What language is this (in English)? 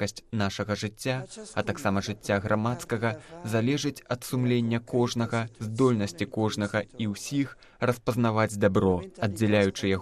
Belarusian